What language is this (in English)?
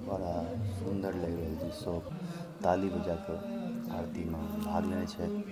Maithili